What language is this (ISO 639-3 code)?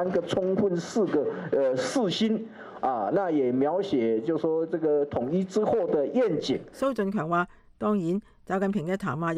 yue